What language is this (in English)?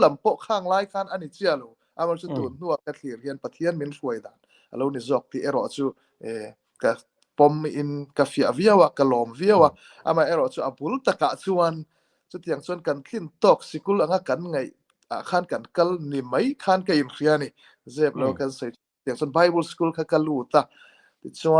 Mizo